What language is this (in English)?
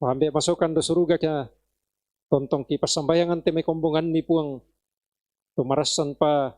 Toraja-Sa'dan